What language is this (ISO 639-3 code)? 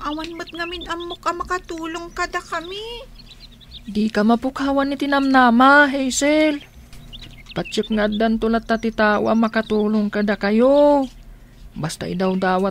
ilo